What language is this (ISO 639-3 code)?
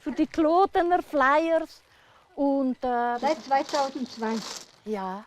roh